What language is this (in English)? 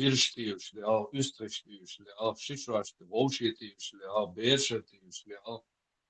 Chechen